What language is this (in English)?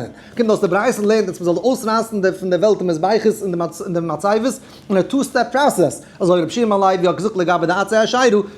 Yiddish